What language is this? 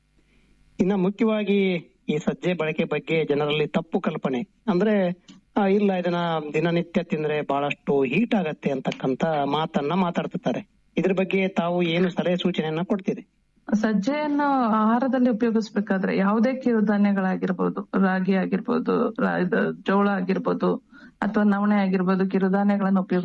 Kannada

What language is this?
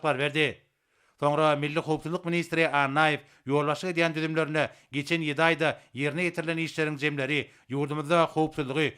Turkmen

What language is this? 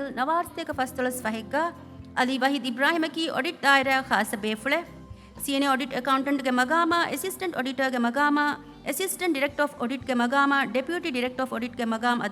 Divehi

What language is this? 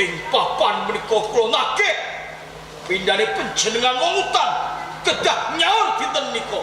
Javanese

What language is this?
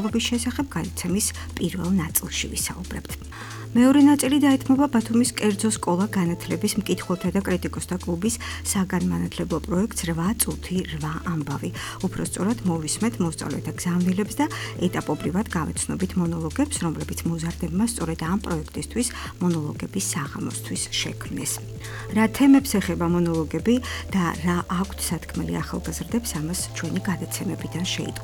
Georgian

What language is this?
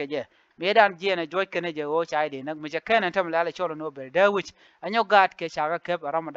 Nuer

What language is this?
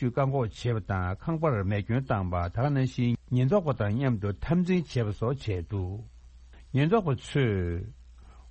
Tibetan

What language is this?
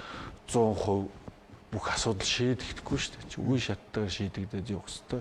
Mongolian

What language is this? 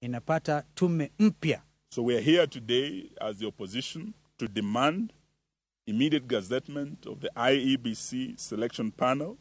Luo (Kenya and Tanzania)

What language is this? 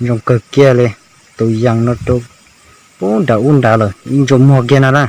Hmong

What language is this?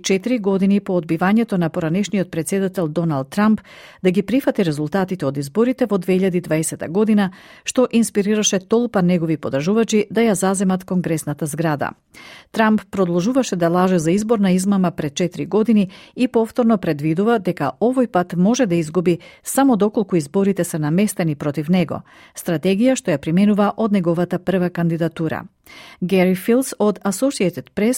Macedonian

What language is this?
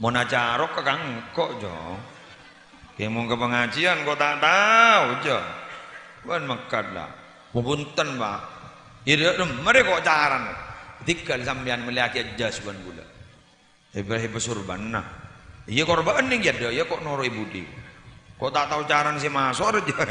Madurese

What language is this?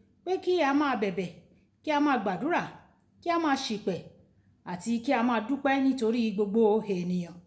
Yoruba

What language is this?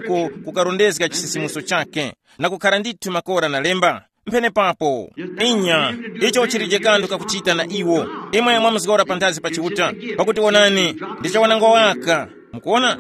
Tumbuka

